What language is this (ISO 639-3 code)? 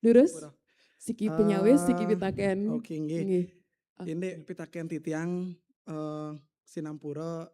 ban